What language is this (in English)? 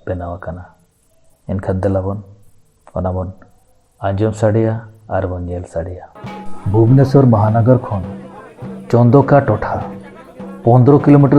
Santali